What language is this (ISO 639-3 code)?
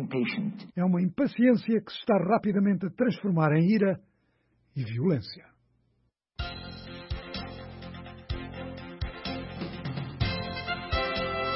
por